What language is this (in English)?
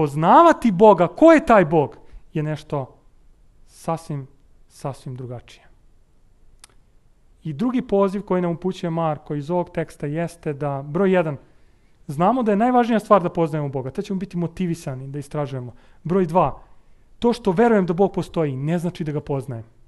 Serbian